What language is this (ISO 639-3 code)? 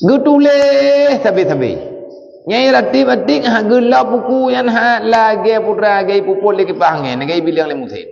ace